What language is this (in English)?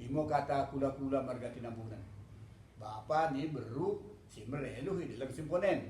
Batak Dairi